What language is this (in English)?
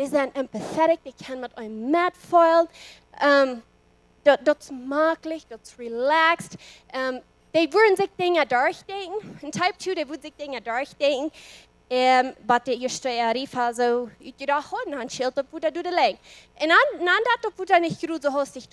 Plautdietsch